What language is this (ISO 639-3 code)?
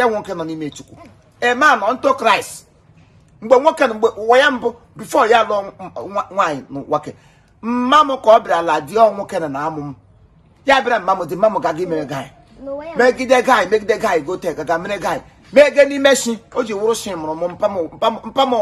ibo